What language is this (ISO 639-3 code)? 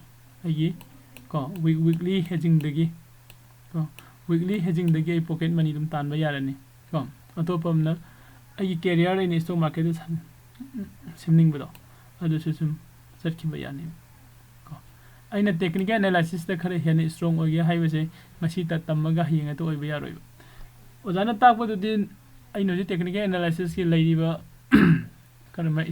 mni